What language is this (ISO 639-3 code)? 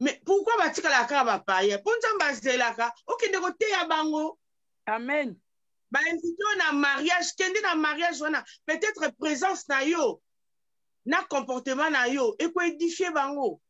lin